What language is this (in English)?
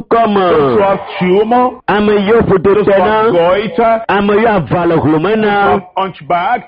Ewe